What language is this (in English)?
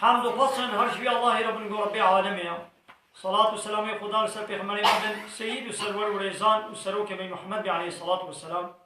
Kurdish